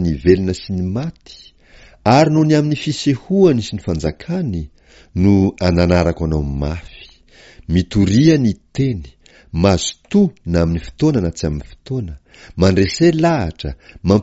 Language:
Malagasy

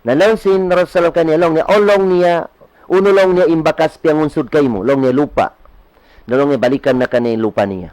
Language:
Tausug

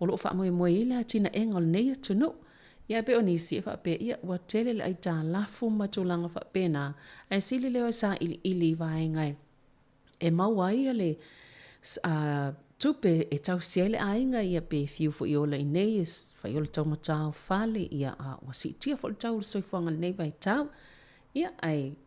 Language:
Samoan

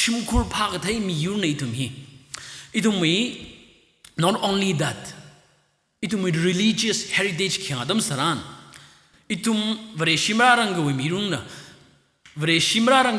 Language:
Tangkhul Naga (India)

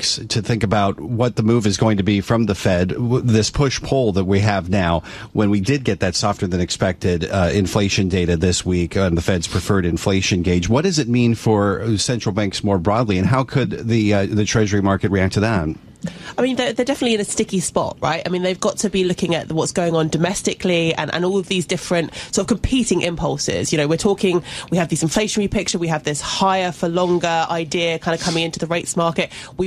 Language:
English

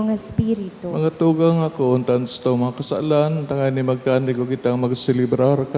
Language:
Bikol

